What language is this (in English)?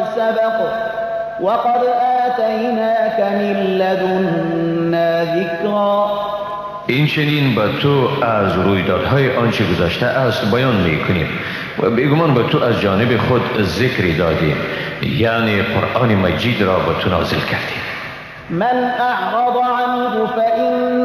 Persian